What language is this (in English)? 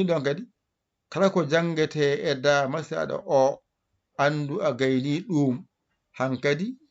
Fula